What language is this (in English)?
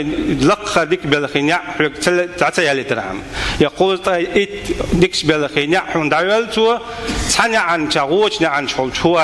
Chechen